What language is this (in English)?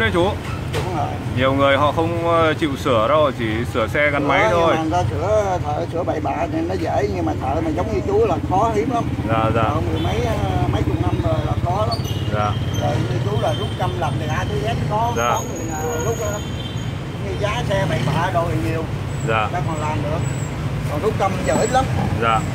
Vietnamese